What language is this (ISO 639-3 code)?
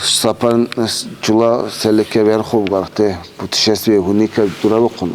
dar